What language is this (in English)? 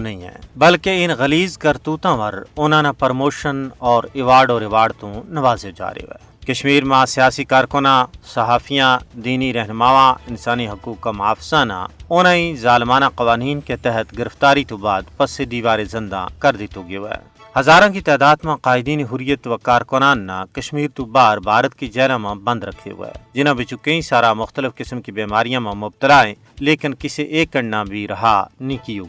Gujari